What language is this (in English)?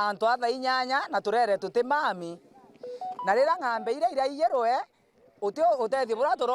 Meru